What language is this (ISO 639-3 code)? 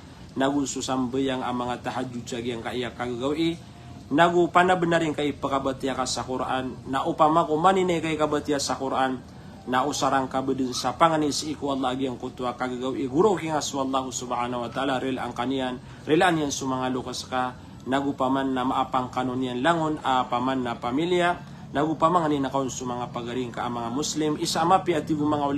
mrw